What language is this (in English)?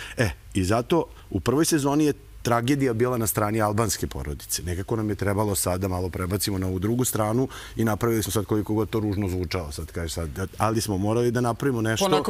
Serbian